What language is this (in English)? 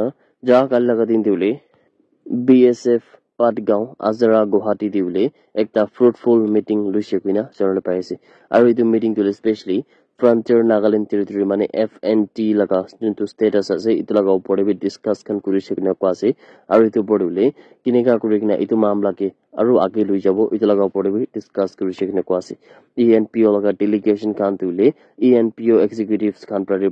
Naga Pidgin